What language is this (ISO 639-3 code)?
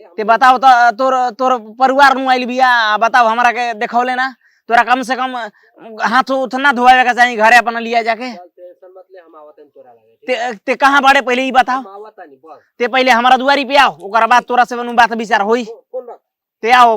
bho